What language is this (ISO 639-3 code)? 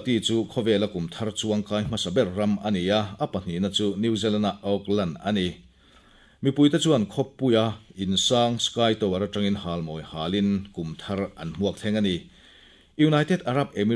lus